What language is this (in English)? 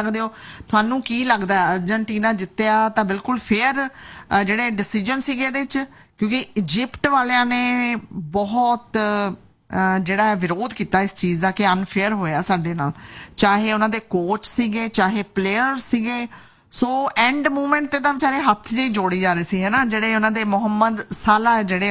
Punjabi